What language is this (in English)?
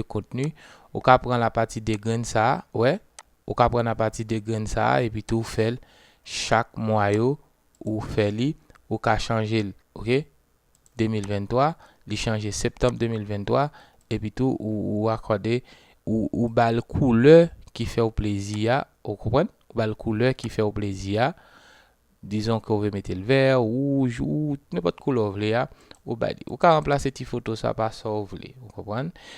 Haitian Creole